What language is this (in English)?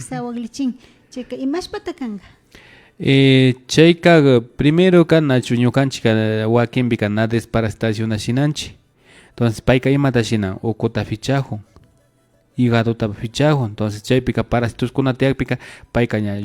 Imbabura Highland Quichua